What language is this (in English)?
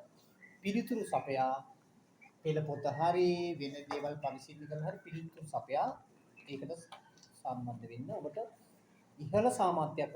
Sinhala